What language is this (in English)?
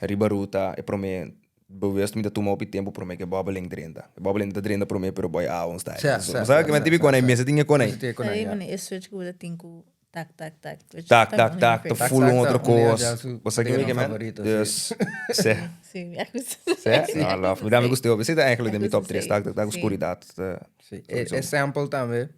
Papiamento